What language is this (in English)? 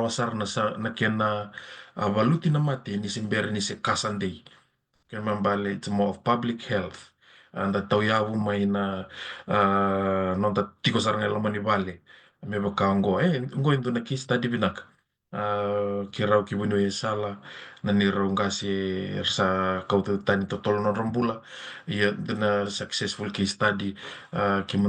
Fijian